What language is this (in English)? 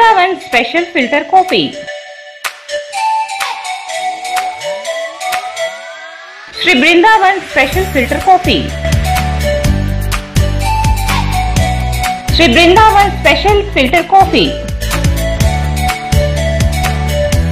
Kannada